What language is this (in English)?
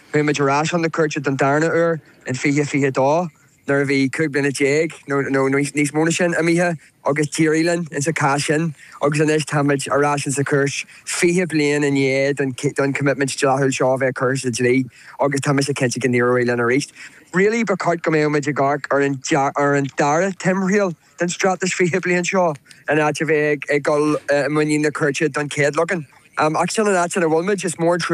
Irish